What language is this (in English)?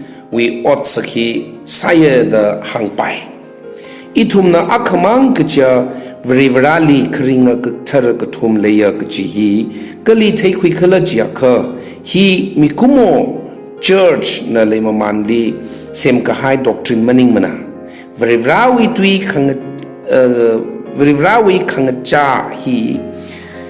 Tangkhul Naga (India)